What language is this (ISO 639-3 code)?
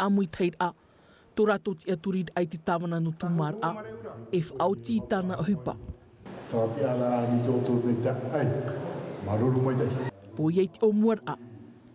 tah